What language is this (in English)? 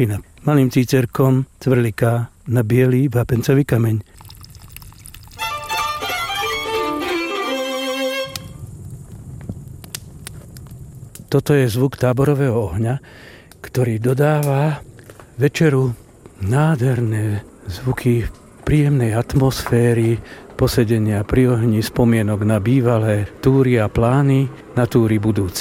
Slovak